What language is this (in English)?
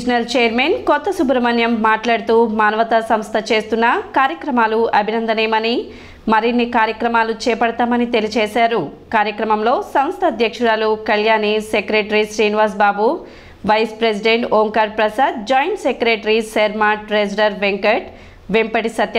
Telugu